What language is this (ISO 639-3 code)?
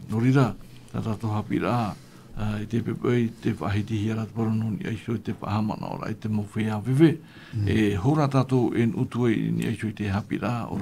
tah